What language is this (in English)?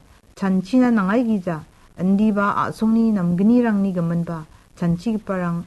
Garo